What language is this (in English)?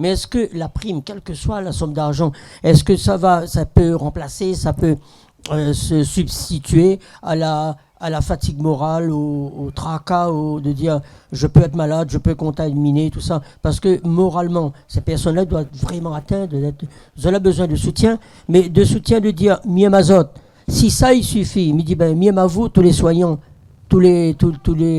Réunion Creole French